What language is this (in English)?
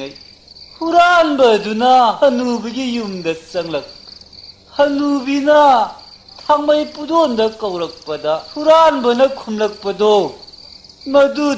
Manipuri